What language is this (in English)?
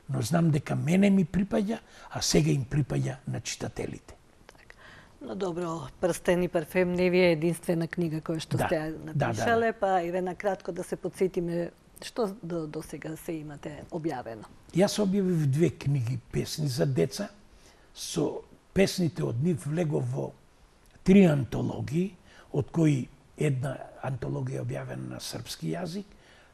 Macedonian